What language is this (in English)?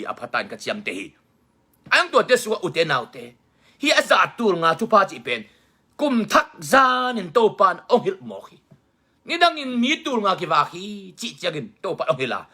Tedim Chin